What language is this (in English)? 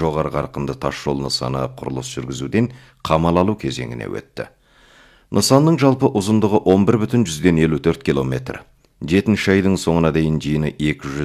Kazakh